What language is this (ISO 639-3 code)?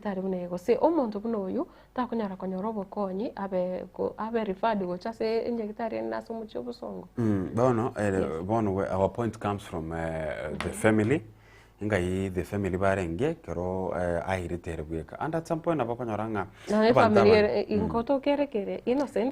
guz